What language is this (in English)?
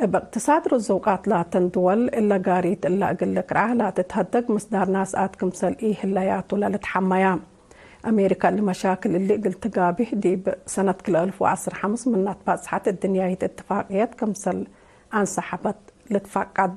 Tigre